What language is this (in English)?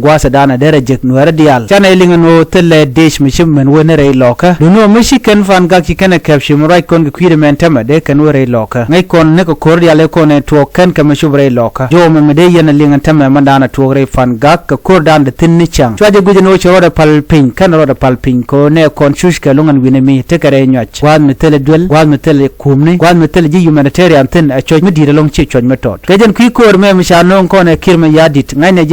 Nuer